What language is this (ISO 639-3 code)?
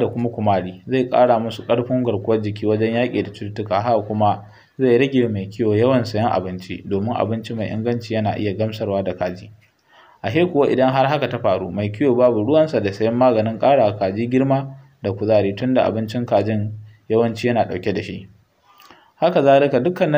hau